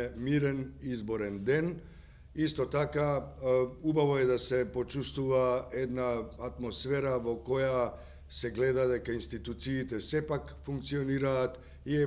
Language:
Macedonian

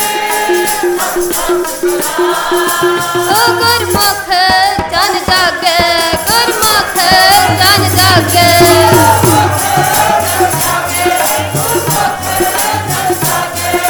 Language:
Punjabi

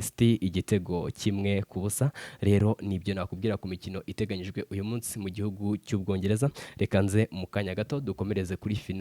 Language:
Kinyarwanda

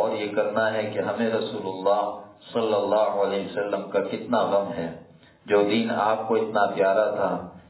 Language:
Urdu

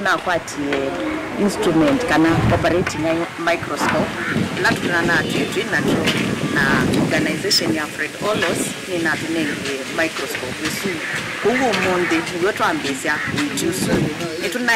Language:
Kamba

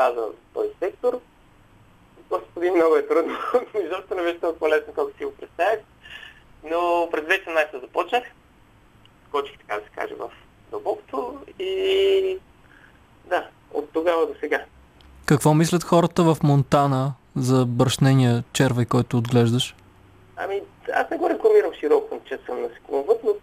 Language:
Bulgarian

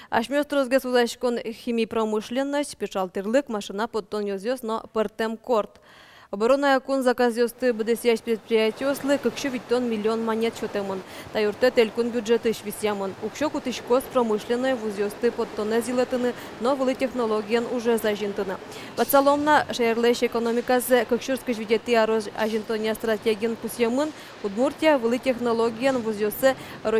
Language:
Udmurt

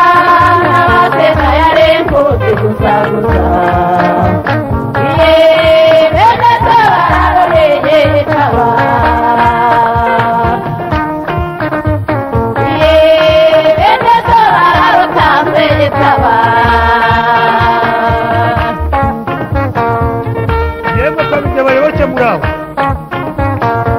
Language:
Kinyarwanda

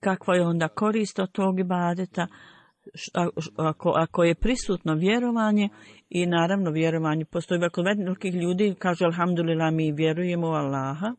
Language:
Bosnian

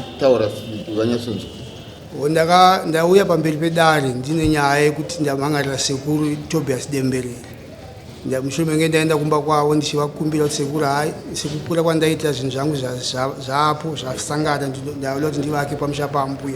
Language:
Shona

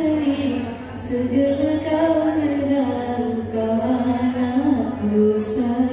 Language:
Batak Alas-Kluet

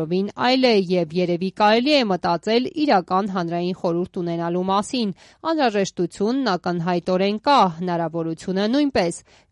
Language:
Armenian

